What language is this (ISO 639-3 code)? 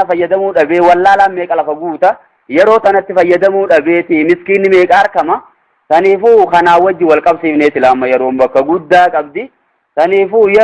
orm